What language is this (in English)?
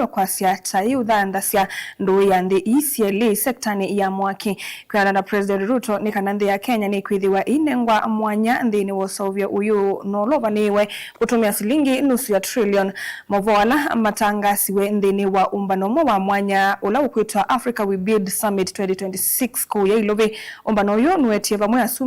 Kamba